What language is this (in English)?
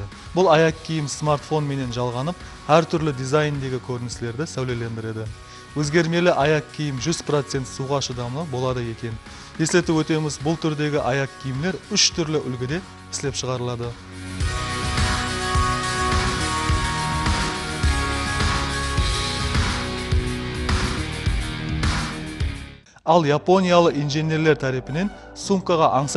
Kara-Kalpak